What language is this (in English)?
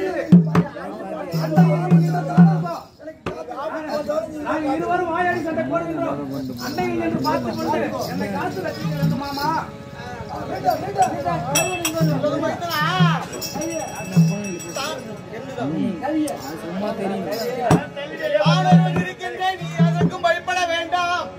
Tamil